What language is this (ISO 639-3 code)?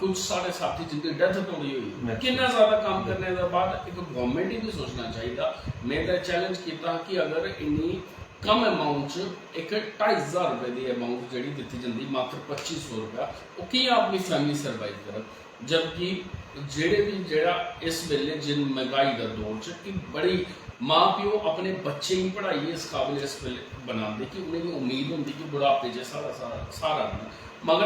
doi